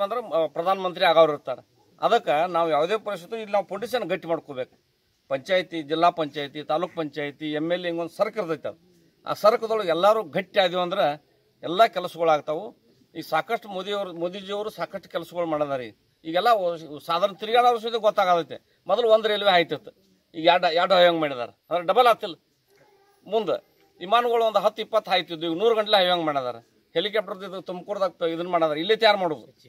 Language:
Kannada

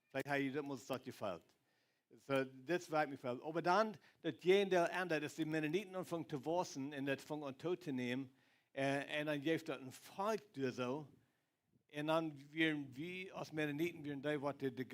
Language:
Plautdietsch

